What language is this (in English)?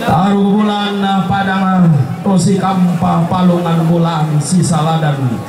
Toraja-Sa'dan